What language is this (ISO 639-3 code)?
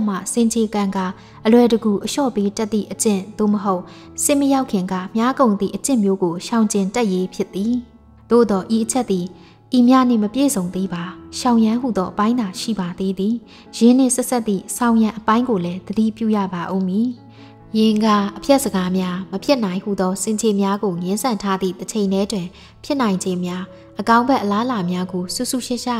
mya